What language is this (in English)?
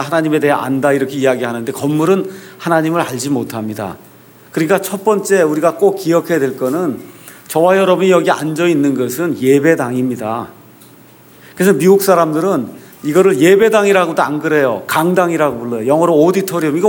Korean